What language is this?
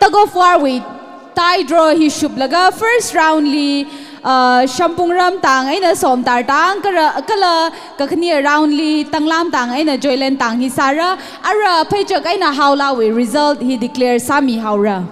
Tangkhul Naga (India)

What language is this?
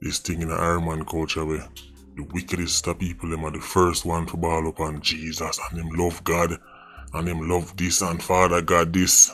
Jamaican Creole English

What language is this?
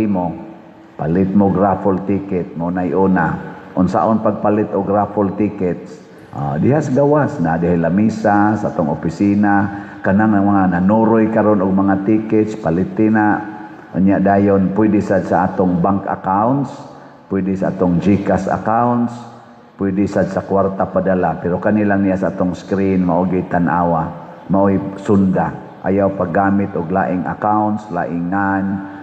Cebuano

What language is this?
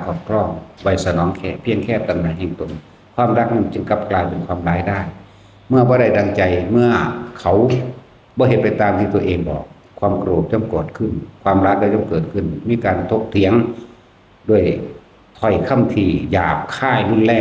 Northeastern Thai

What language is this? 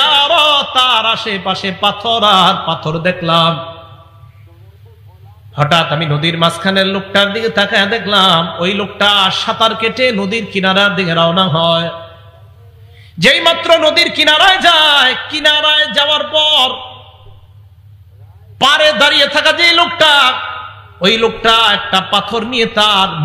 Bangla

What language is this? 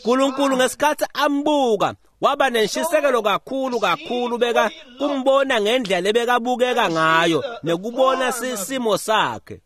Swati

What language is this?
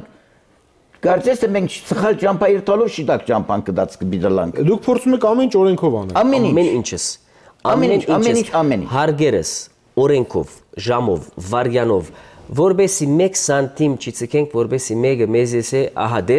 Armenian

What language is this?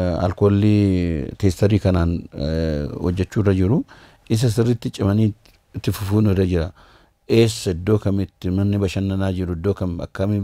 Oromo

